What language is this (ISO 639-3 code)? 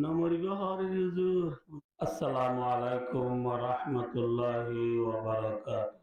rhg